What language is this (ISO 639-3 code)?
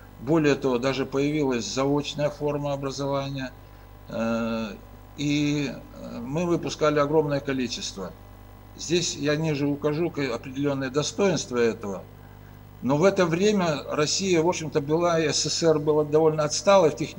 rus